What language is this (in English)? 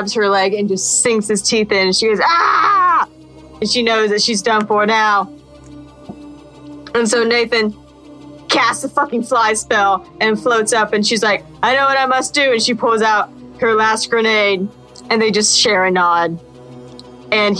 English